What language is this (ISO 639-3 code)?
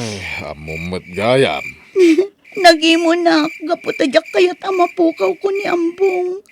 ilo